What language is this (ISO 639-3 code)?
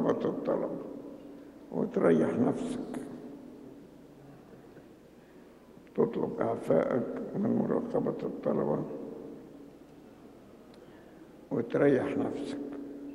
arz